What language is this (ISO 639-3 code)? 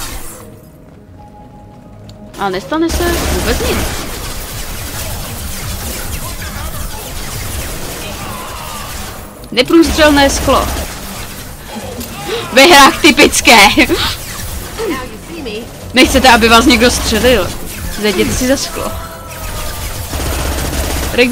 ces